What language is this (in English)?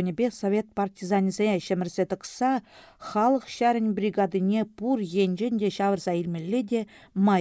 Chuvash